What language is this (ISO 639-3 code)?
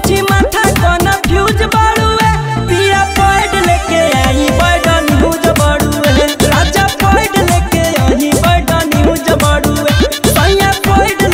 bho